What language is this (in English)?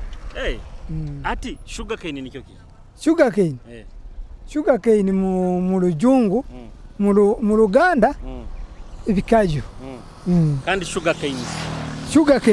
Nyoro